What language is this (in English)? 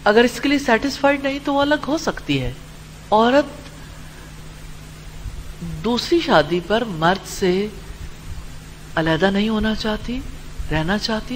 Urdu